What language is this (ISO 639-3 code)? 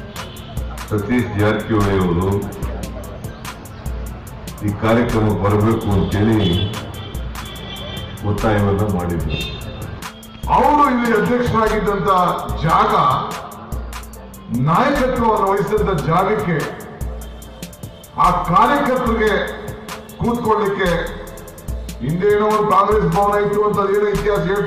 kan